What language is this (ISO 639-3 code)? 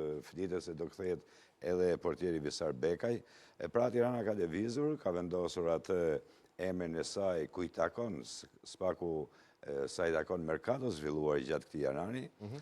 sqi